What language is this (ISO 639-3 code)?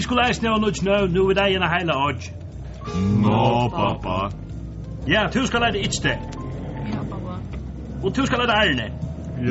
fao